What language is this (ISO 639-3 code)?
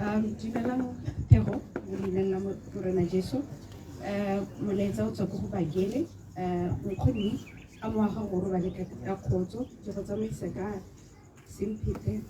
tsn